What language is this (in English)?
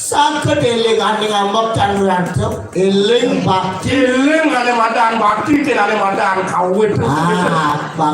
Balinese